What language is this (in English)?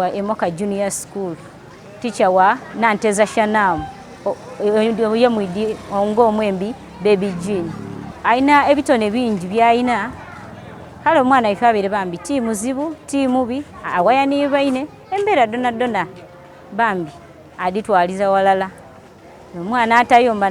Soga